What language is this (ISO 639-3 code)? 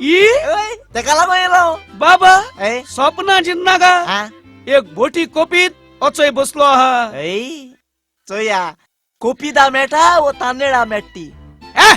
kok